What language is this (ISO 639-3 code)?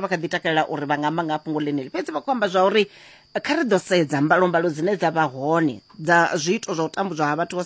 ven